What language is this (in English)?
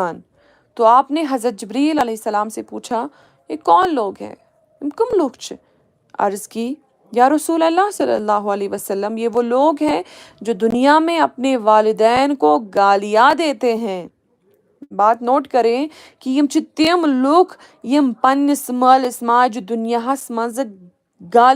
Kashmiri